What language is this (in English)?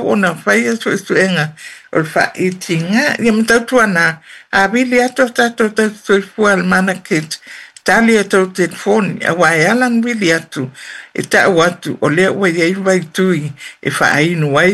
Samoan